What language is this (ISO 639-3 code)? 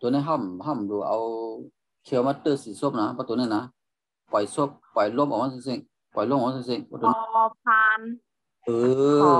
shn